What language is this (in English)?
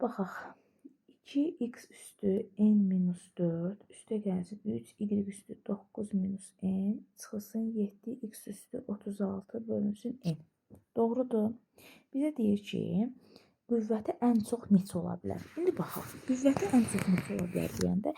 Azerbaijani